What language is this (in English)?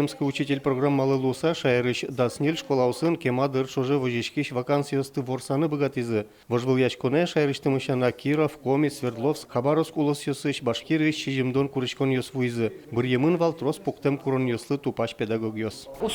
Udmurt